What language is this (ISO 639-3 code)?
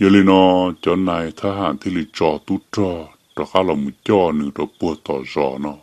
hmn